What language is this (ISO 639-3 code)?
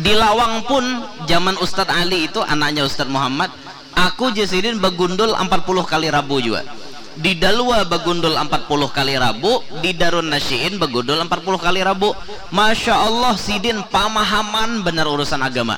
bjn